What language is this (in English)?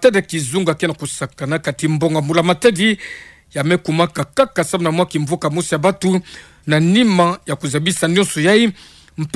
Kituba (Democratic Republic of Congo)